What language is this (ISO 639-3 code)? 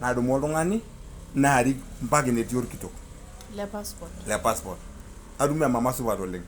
mas